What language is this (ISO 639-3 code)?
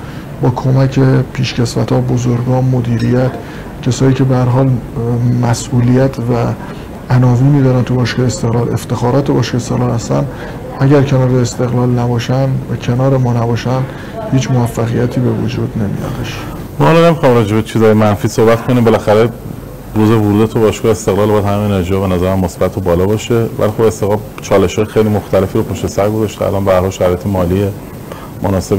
fas